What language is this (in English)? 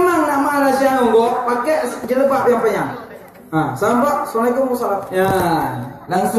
Achinese